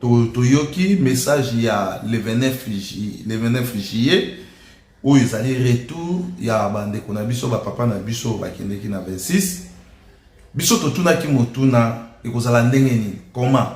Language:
Lingala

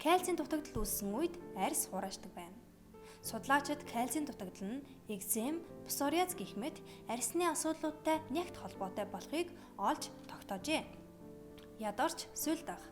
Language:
Mongolian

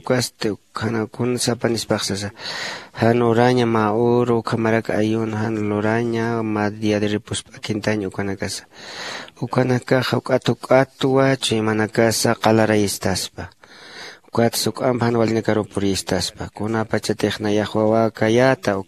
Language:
Aymara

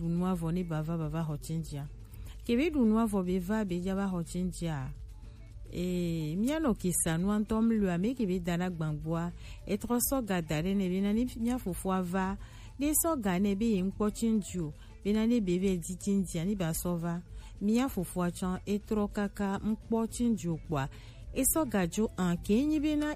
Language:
Gen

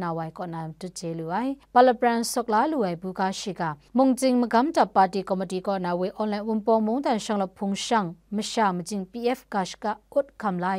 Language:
Kachin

